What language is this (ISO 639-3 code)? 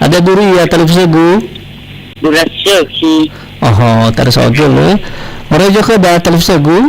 nia